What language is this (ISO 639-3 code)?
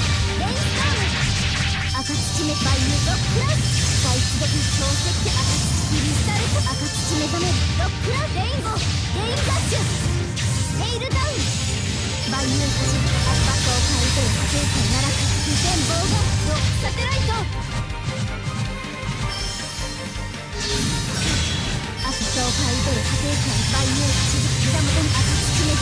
jpn